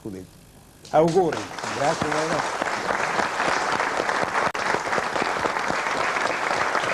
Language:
Italian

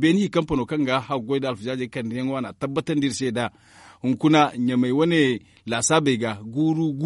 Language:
Zarma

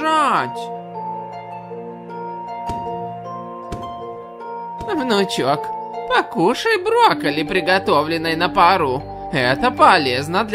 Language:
Russian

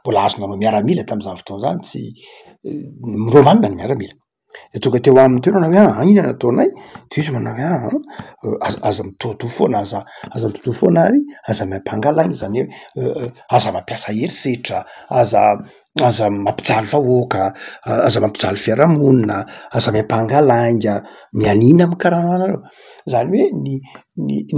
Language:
Malagasy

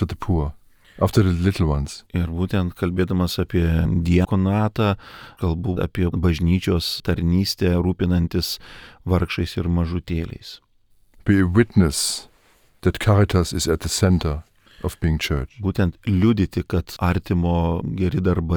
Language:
Lithuanian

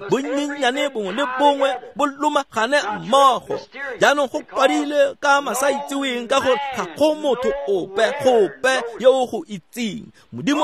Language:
Tswana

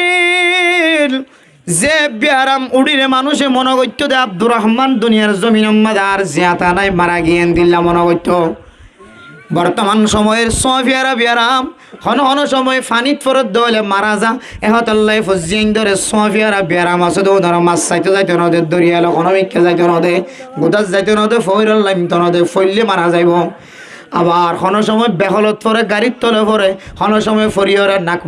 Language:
Rohingya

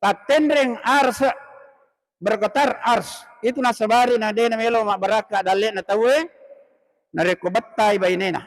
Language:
Buginese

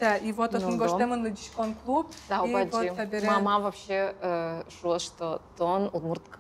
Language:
Udmurt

